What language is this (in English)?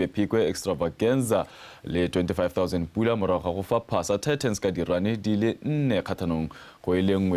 Tswana